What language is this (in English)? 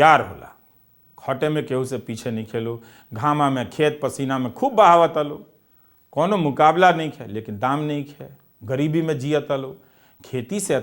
Bhojpuri